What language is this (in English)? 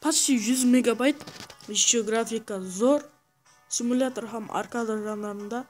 Kara-Kalpak